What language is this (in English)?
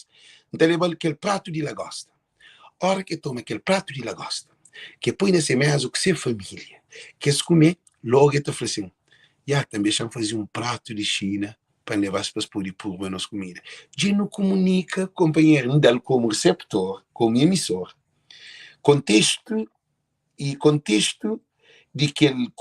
Kabuverdianu